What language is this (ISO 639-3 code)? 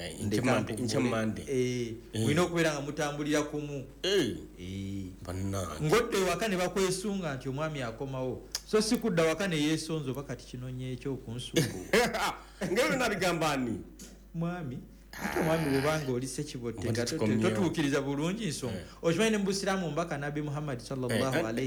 lug